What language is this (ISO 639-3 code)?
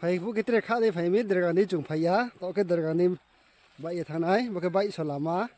ria